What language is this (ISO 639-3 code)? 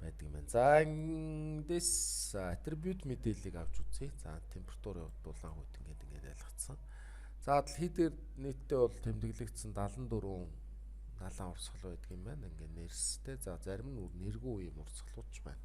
mon